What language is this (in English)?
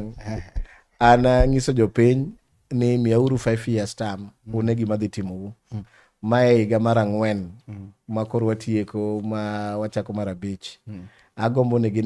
Luo (Kenya and Tanzania)